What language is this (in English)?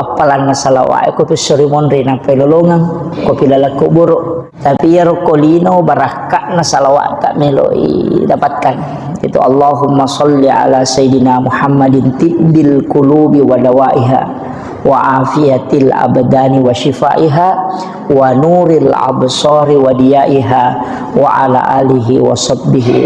Buginese